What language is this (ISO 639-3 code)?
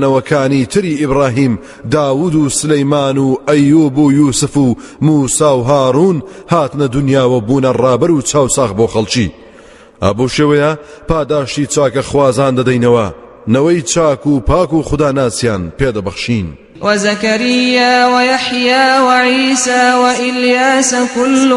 ckb